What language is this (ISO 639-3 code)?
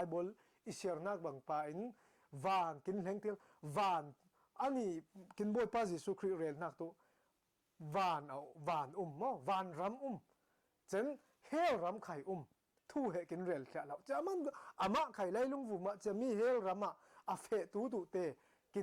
cfm